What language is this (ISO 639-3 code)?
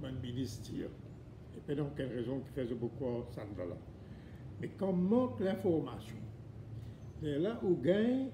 mfe